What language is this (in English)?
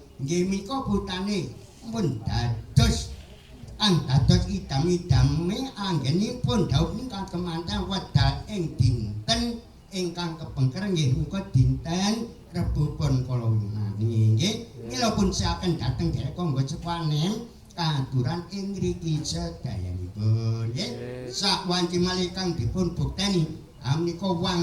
Javanese